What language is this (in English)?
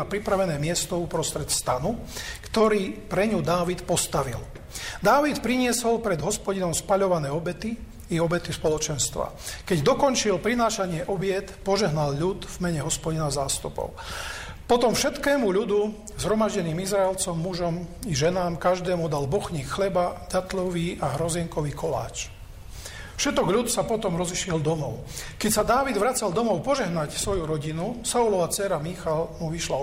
Slovak